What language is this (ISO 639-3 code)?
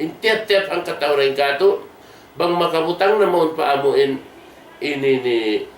tsg